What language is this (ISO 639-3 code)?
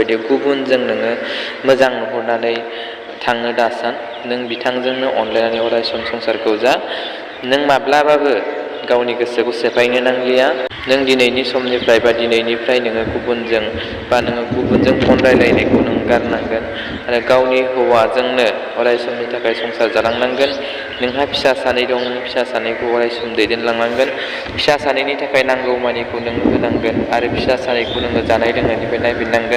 brx